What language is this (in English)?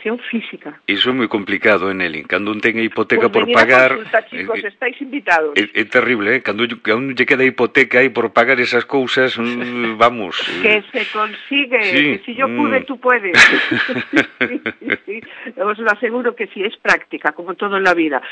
Galician